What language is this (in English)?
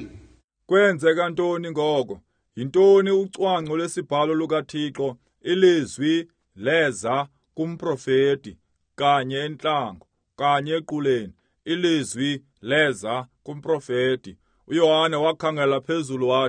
Xhosa